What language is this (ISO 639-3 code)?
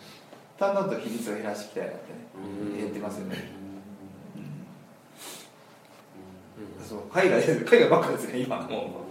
jpn